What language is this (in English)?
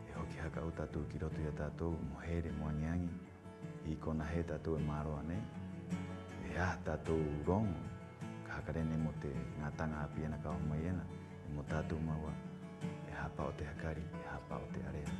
Rapanui